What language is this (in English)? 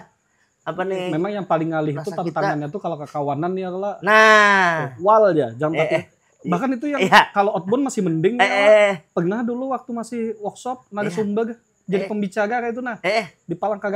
Banjar